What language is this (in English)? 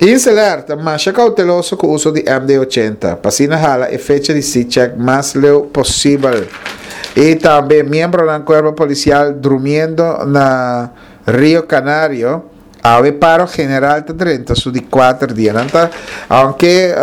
Papiamento